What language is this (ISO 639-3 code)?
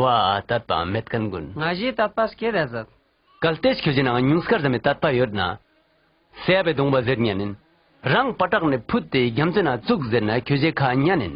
lbj